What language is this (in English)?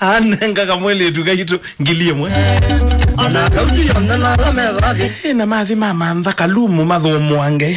Kamba